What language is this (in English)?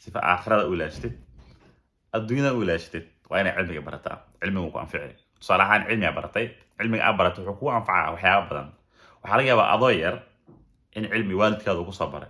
Somali